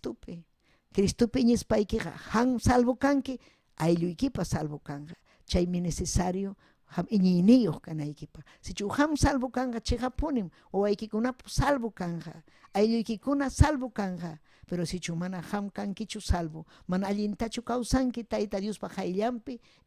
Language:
Ayacucho Quechua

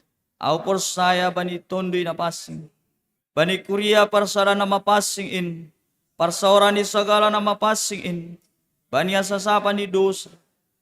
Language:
Batak Simalungun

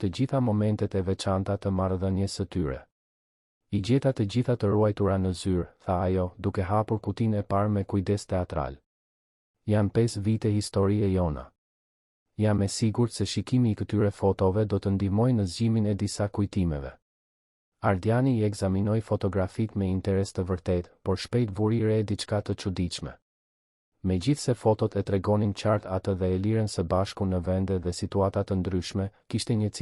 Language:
Albanian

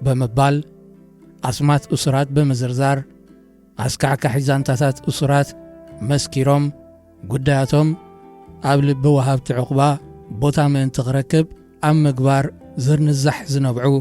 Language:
Tigrinya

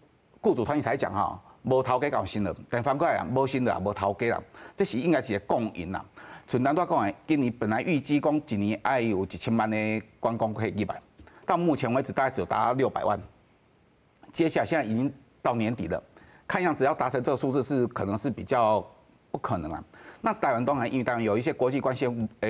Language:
Min Nan Chinese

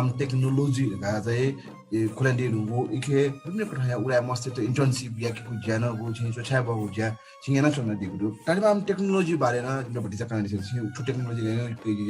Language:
Newari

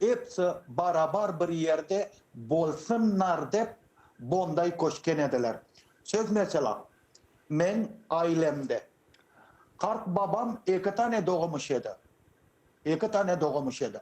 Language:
Crimean Tatar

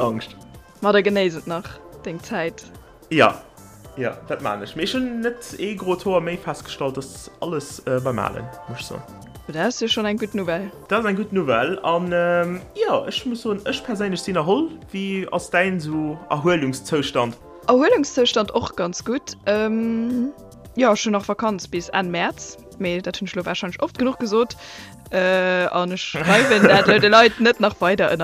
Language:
Luxembourgish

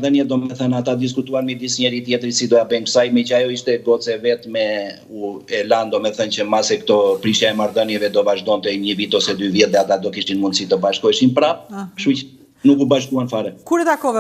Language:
Albanian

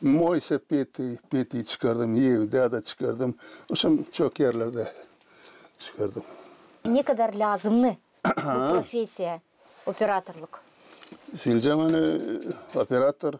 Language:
Gagauz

